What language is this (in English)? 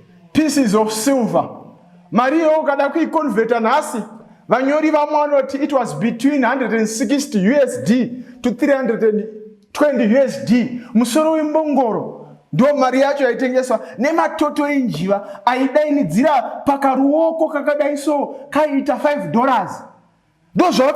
Shona